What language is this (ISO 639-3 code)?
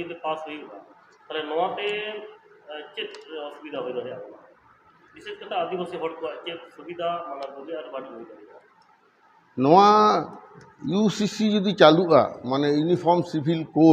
sat